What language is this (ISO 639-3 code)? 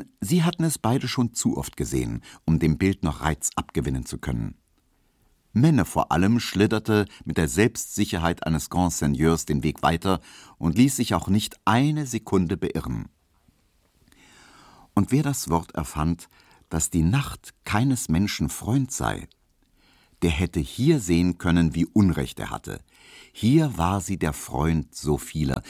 deu